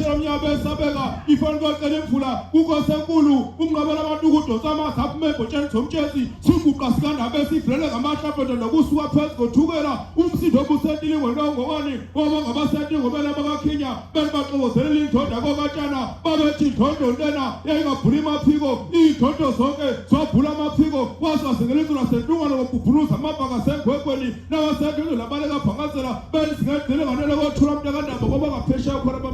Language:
Zulu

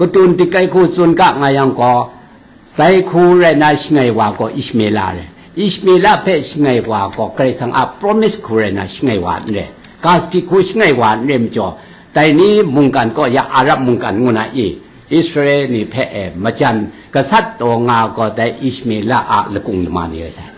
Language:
Kachin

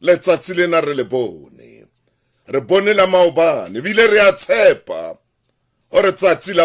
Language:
Southern Sotho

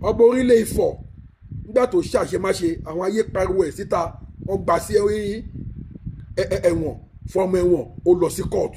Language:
Yoruba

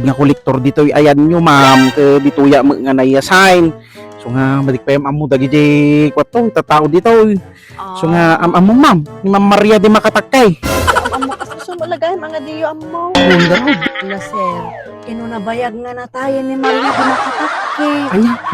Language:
Iloko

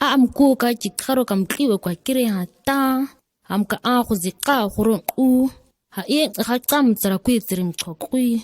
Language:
ǁGana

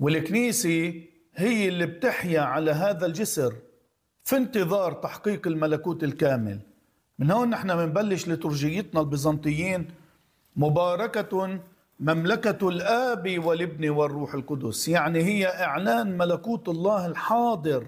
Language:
North Levantine Arabic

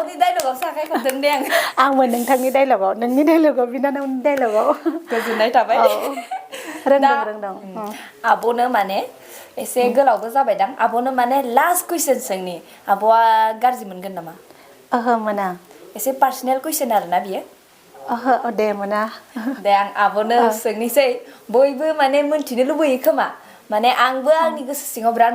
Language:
Bodo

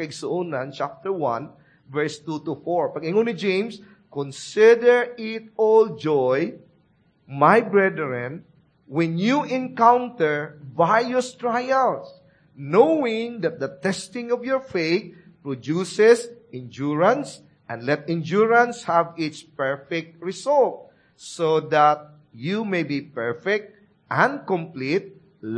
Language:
Cebuano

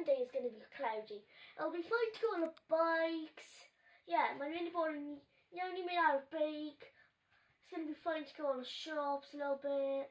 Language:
Welsh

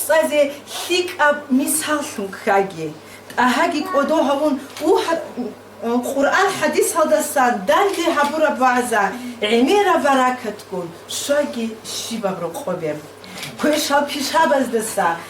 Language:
Avaric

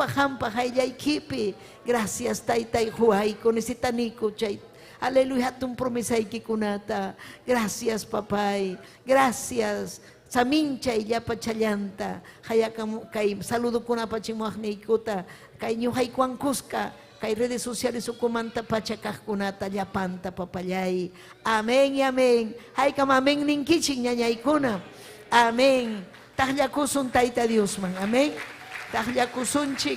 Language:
Ayacucho Quechua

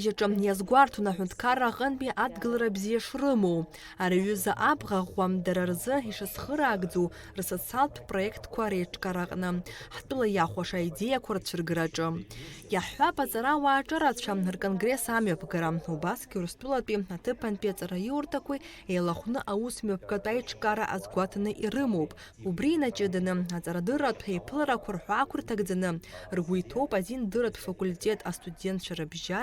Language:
Abkhazian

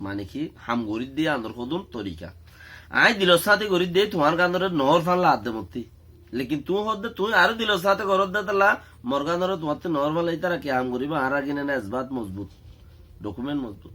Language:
Rohingya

